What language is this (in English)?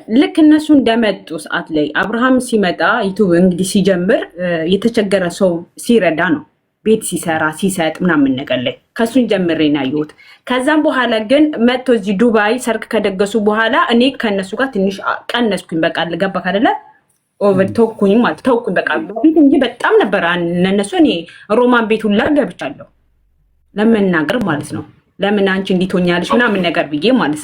Amharic